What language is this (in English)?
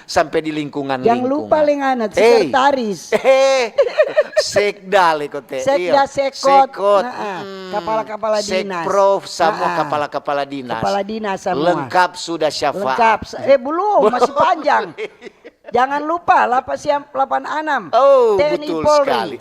Manado Malay